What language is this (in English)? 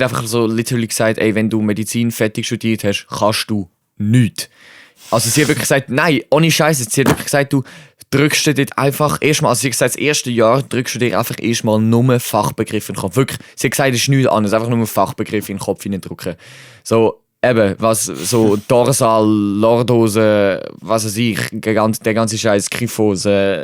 Swiss German